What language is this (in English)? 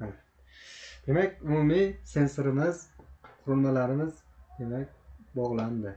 Uzbek